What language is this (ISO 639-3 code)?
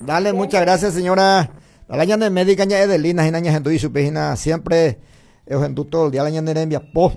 grn